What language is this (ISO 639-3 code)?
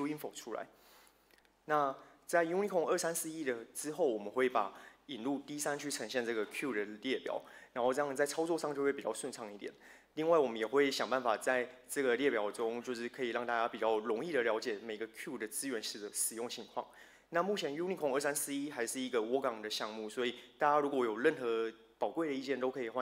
zho